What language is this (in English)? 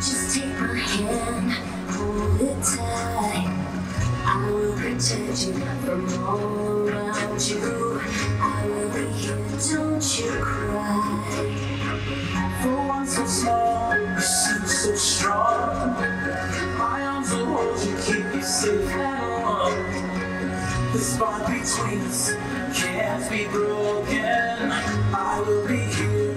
English